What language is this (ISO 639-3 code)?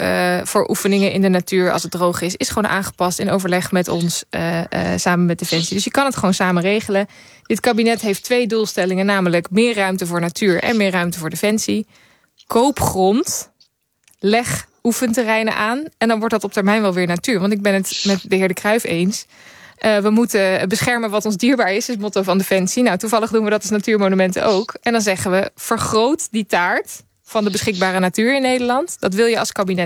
nld